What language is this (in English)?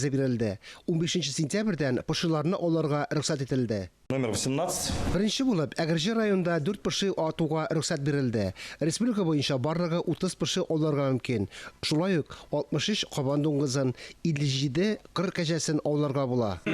Tatar